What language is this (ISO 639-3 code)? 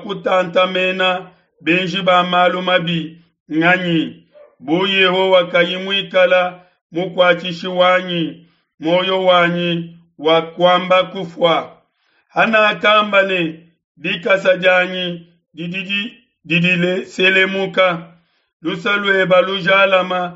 lua